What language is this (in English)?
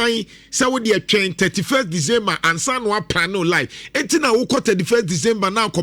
Akan